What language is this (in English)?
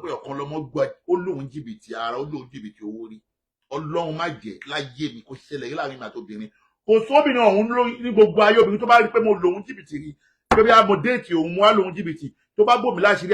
Yoruba